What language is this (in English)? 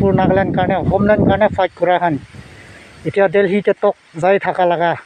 Naga Pidgin